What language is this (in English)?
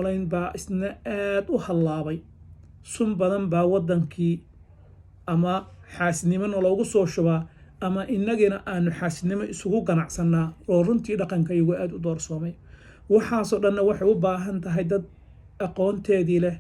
Somali